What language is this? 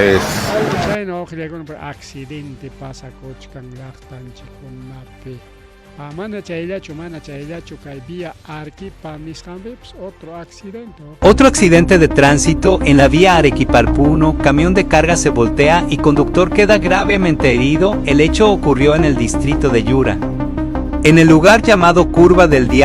Ayacucho Quechua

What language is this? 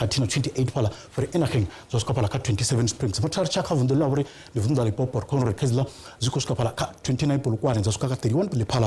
Venda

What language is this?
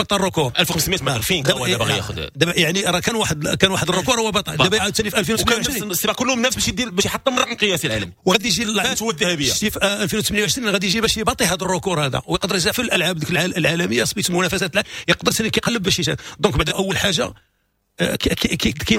Moroccan Arabic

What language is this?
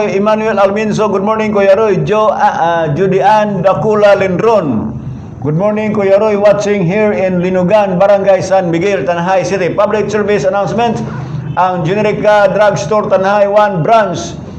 Cebuano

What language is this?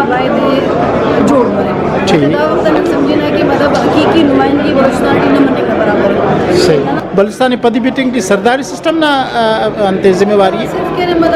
Brahui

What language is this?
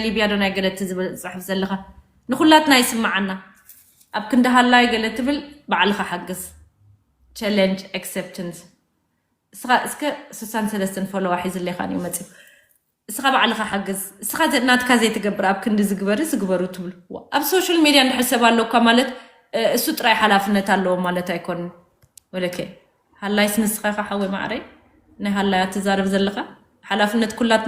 Tigrinya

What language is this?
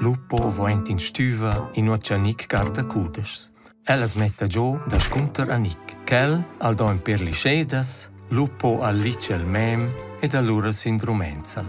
Romansh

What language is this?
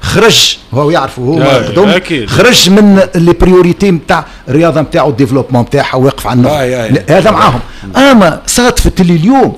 Tunisian Arabic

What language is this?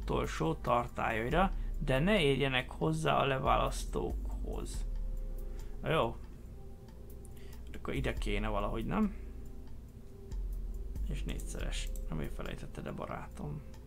Hungarian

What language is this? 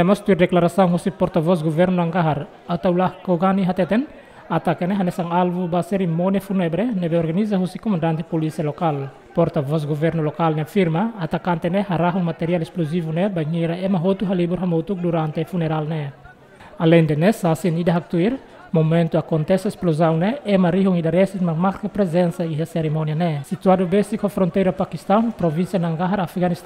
Tetum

